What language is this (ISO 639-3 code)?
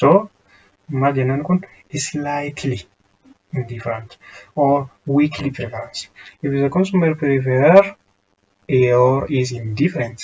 orm